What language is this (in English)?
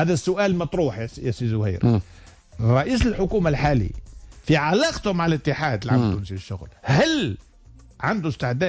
Tunisian Arabic